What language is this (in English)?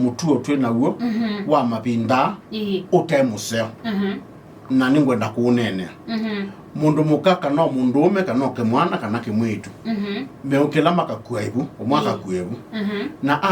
Kamba